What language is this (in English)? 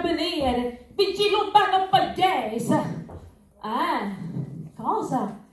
Sicilian